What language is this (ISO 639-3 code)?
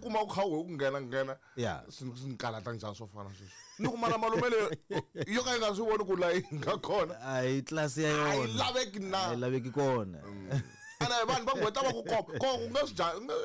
tso